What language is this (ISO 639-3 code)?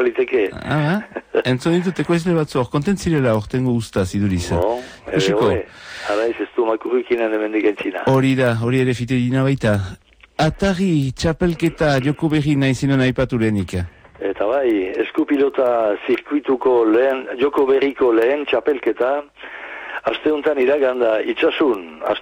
eus